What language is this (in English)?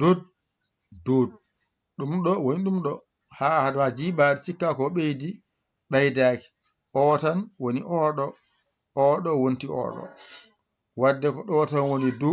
Fula